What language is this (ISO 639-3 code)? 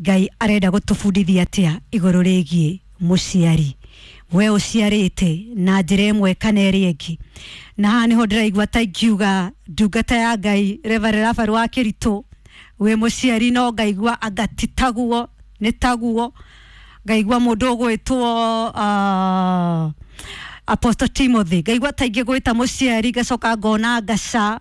kik